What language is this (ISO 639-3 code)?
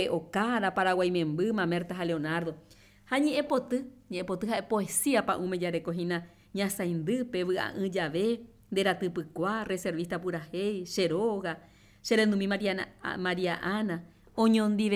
grn